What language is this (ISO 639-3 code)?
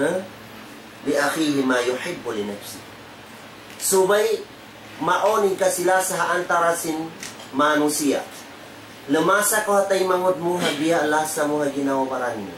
tsg